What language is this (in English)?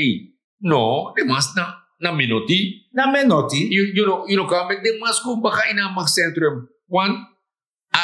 Sranan Tongo